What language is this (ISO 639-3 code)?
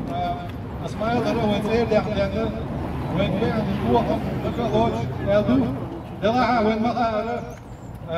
che